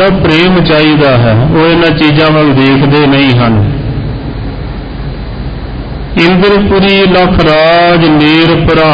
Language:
Punjabi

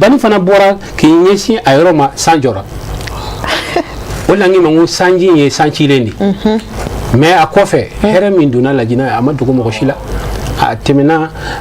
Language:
Bambara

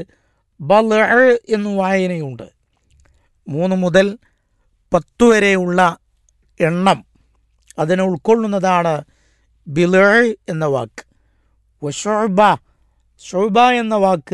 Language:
Malayalam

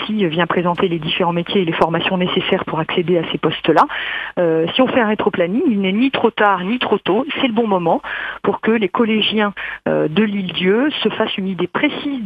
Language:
French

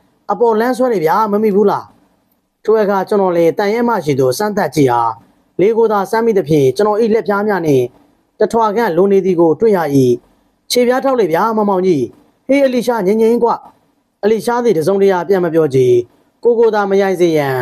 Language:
Burmese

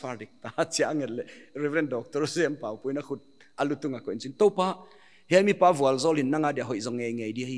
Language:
Paite Chin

